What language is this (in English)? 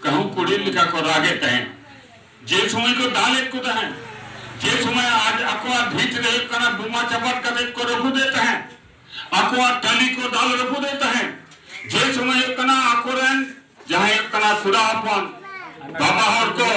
Santali